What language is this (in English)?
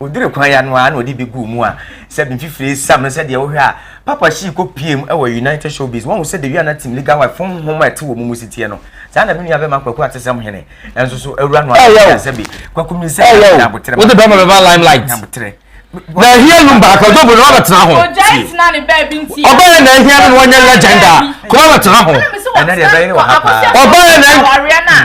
Akan